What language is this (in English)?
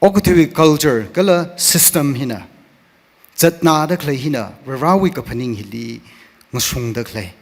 Tangkhul Naga (India)